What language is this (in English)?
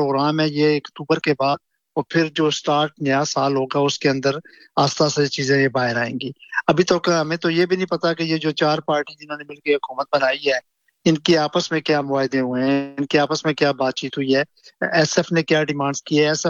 Urdu